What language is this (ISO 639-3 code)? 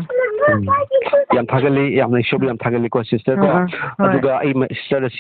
mni